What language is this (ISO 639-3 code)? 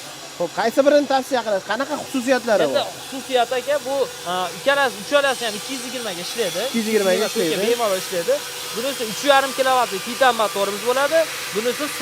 uzb